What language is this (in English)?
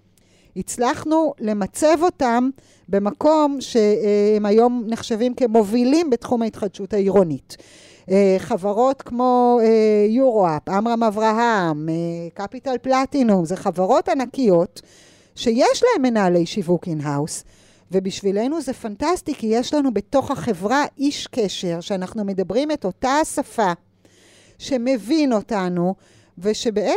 Hebrew